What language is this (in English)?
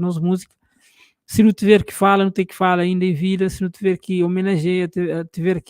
Kabuverdianu